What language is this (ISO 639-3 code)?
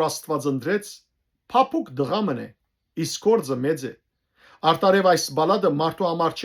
hyw